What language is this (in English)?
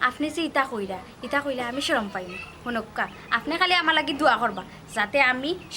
Sylheti